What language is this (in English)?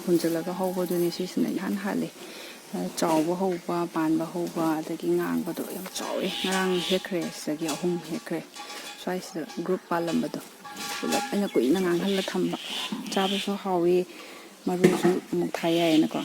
Manipuri